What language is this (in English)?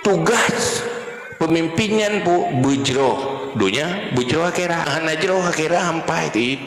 Achinese